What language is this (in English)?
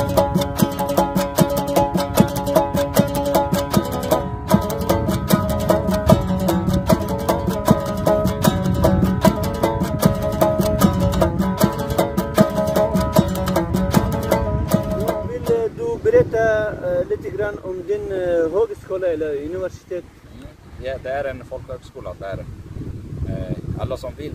Swedish